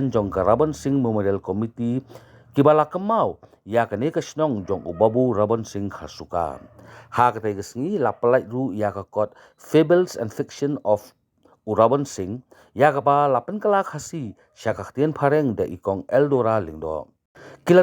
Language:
Khasi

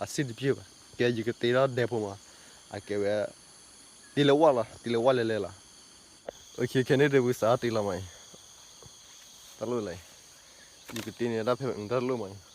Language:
S'gaw Karen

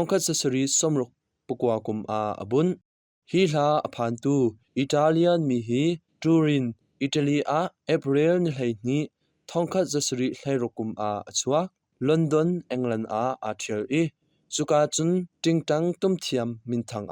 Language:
Hakha Chin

